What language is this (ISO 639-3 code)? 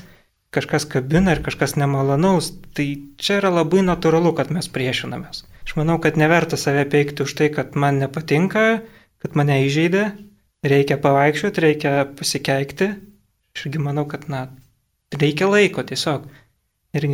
lit